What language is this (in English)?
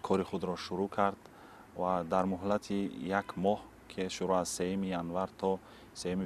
Tajik